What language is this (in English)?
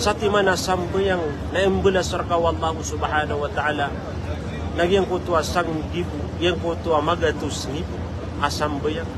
Maranao